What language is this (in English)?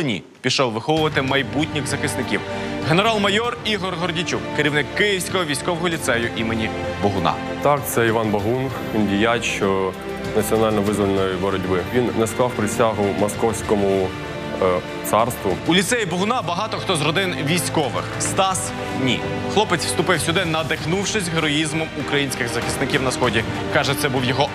Ukrainian